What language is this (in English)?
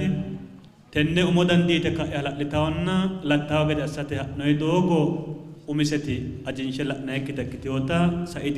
Sidamo